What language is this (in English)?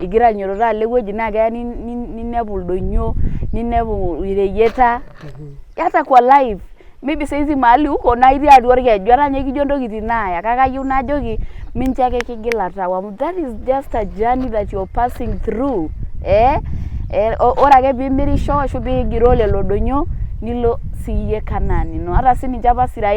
Masai